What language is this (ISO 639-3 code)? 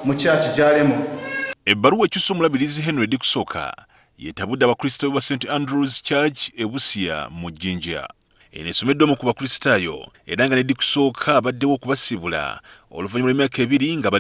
lug